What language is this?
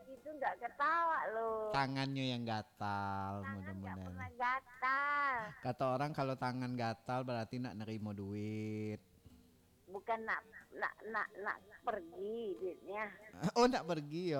Minangkabau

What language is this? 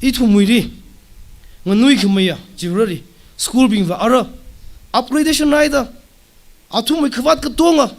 Tangkhul Naga (India)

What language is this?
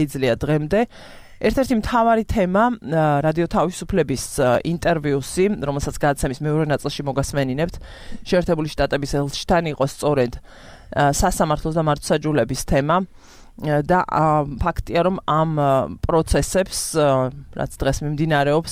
Georgian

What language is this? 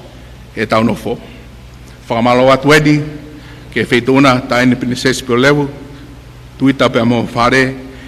Tongan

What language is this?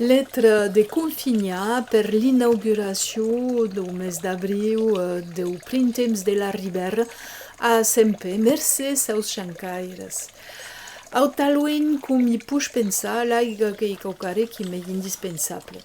Occitan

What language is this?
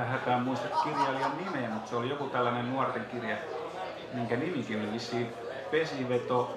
Finnish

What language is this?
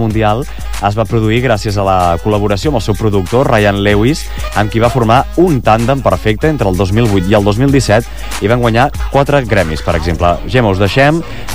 Catalan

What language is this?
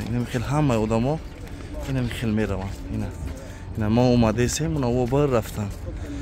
Tajik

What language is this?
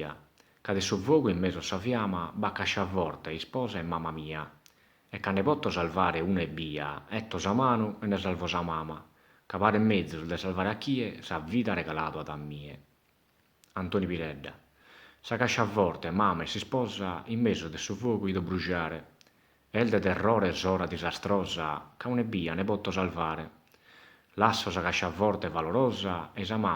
Sardinian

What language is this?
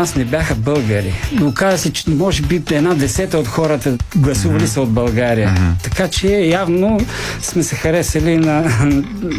Bulgarian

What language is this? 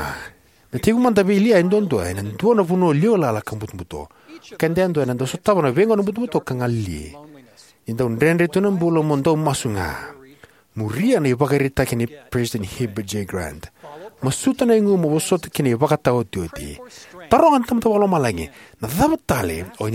Fijian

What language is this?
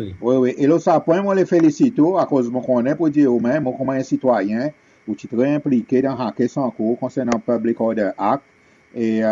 Seselwa Creole French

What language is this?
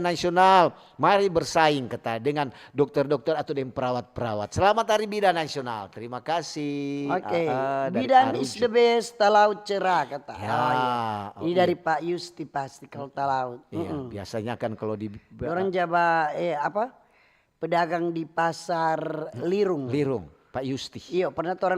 Manado Malay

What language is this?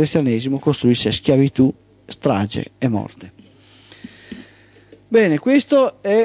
Italian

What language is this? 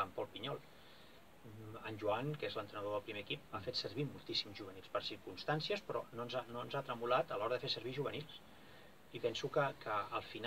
Catalan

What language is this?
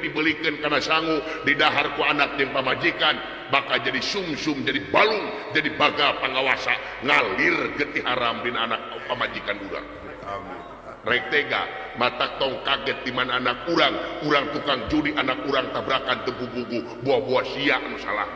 Sundanese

